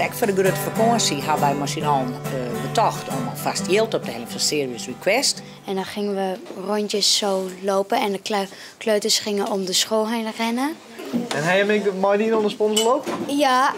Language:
Western Frisian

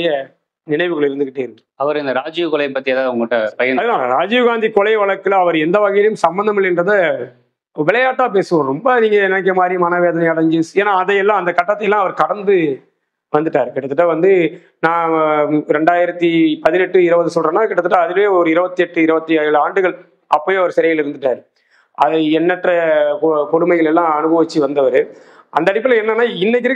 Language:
Tamil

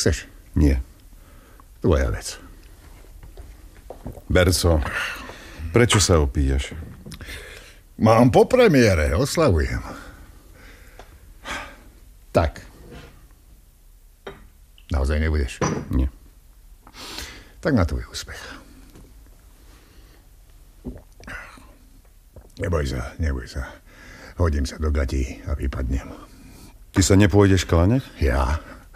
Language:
Slovak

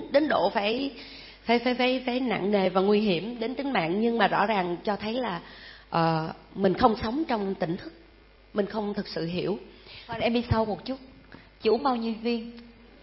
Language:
Vietnamese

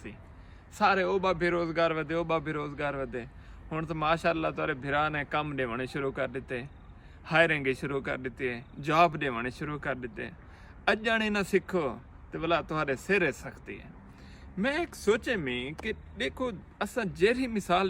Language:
Saraiki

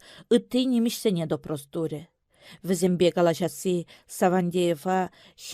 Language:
Chuvash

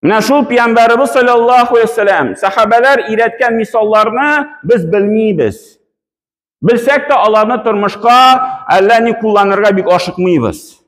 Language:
Tatar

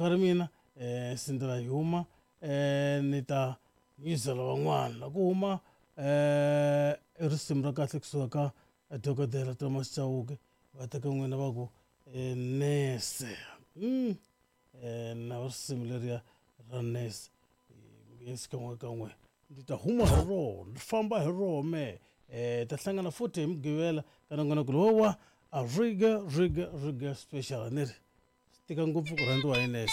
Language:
Tsonga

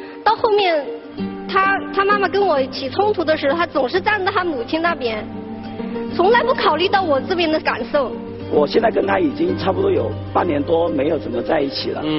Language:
Chinese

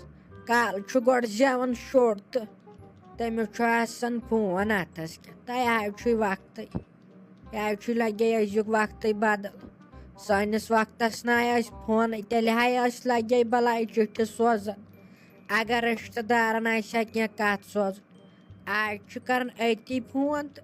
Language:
Kashmiri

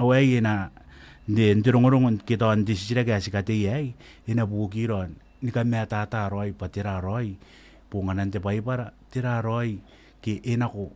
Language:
Gilbertese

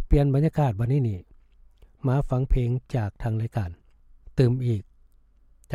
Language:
Lao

